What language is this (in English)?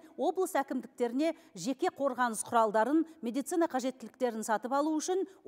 Kazakh